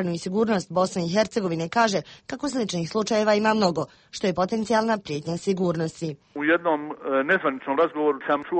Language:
Bosnian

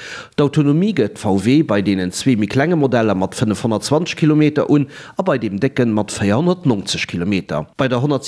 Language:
Luxembourgish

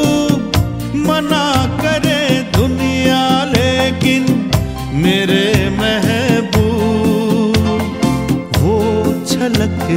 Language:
Hindi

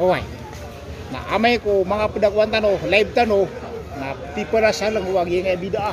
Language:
Maranao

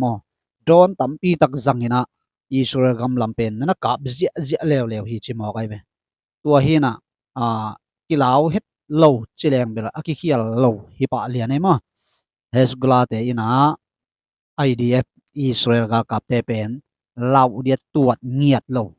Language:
Tedim Chin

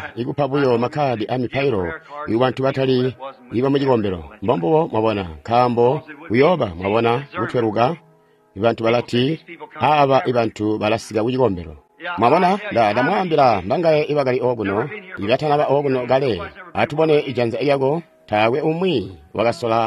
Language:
Tonga (Zambia)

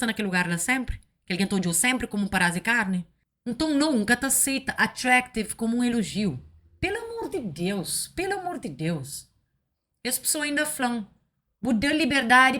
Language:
Kabuverdianu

